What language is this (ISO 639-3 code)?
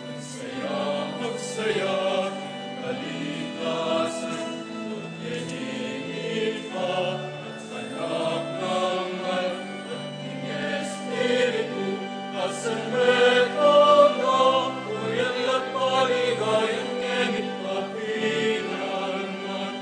pam